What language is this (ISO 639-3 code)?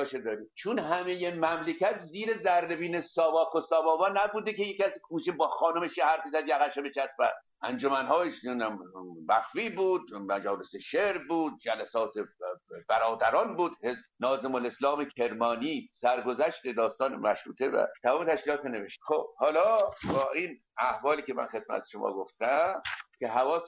fas